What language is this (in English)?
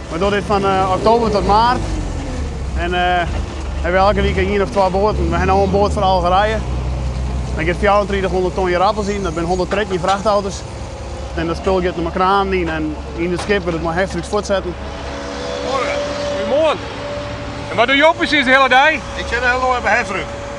Western Frisian